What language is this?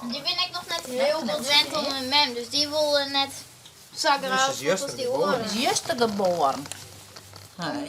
Western Frisian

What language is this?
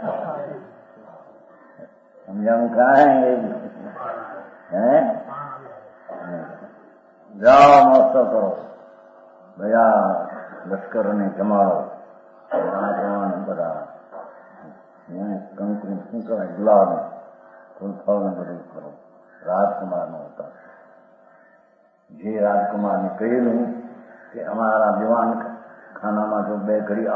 Gujarati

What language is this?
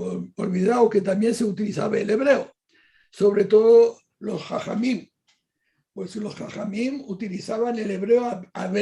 Ladino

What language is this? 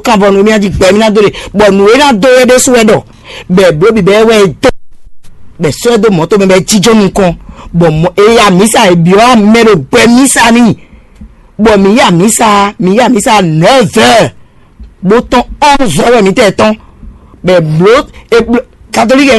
Fon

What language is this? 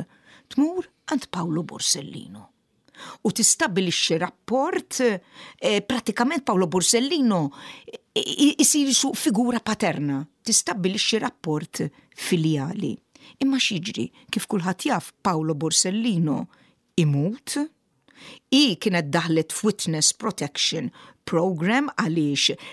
Maltese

